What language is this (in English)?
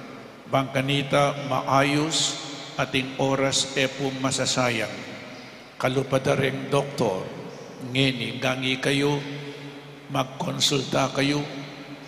Pampanga